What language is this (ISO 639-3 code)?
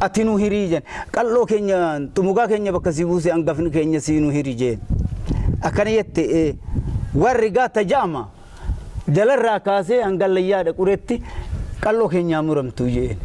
orm